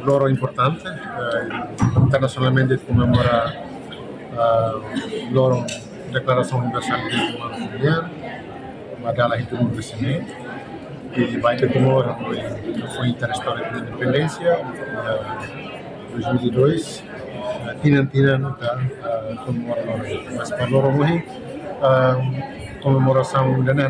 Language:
Tetum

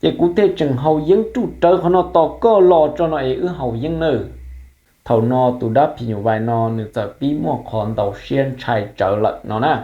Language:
Hmong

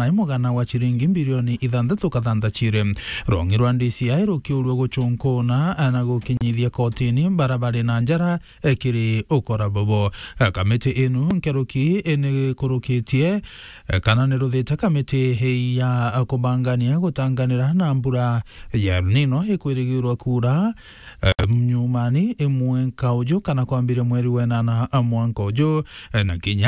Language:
Meru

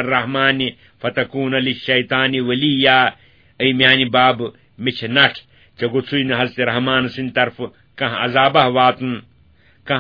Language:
Kashmiri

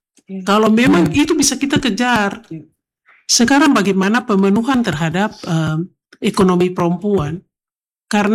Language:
Indonesian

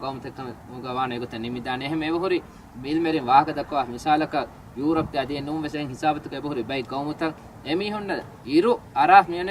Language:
Divehi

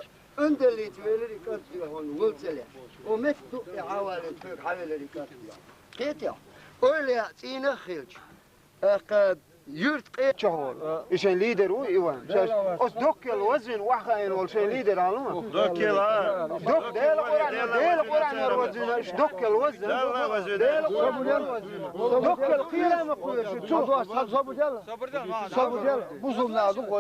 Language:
Chechen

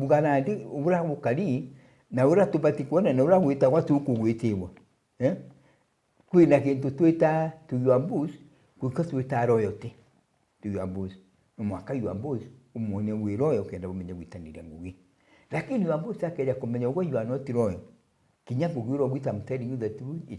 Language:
Meru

